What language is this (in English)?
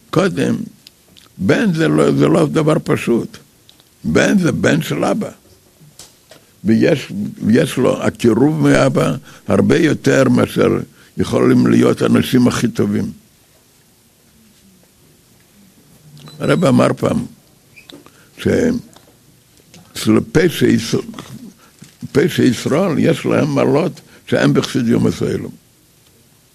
Hebrew